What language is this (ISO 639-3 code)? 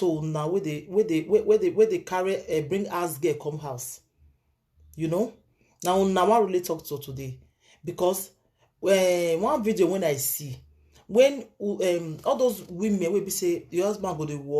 pcm